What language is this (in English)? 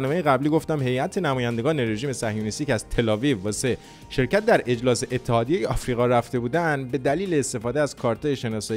Persian